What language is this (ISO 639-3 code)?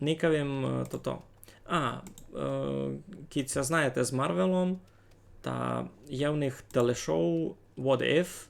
rue